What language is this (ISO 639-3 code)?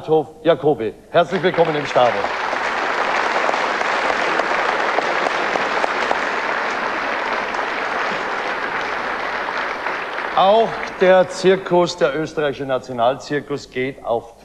deu